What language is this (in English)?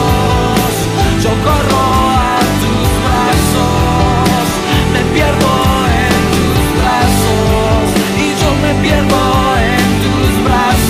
Spanish